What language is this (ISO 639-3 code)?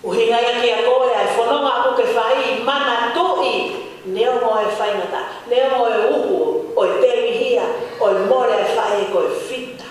ton